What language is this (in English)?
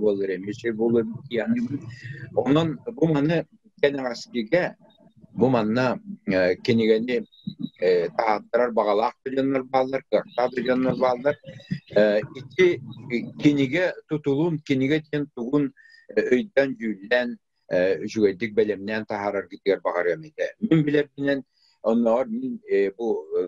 Yakut